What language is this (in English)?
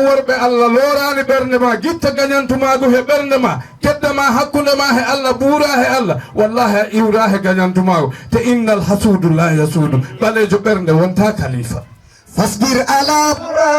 Fula